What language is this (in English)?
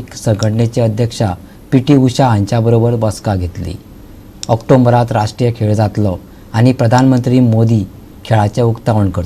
Konkani